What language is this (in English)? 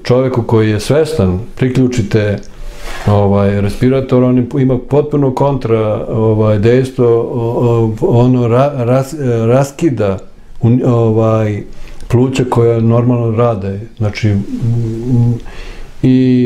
Serbian